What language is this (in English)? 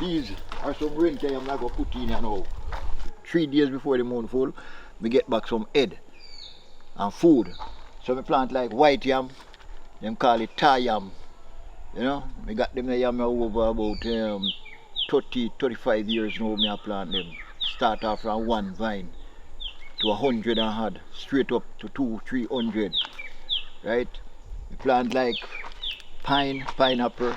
Jamaican Creole English